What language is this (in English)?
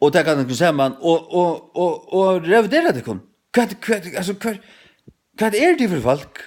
Faroese